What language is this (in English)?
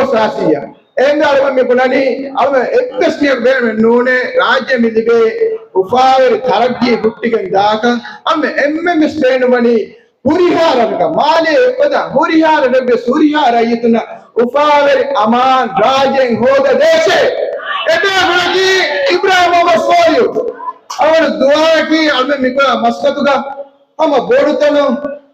Divehi